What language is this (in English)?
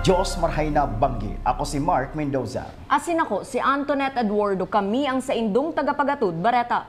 Bikol